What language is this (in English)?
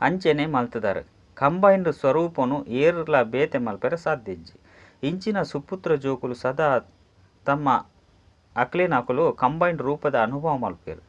Tulu